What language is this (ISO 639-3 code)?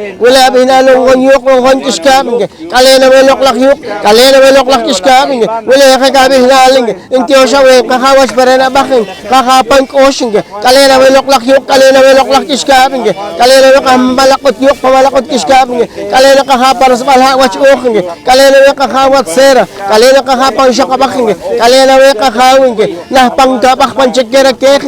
poh